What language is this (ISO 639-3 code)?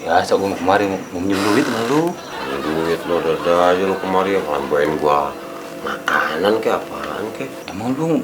bew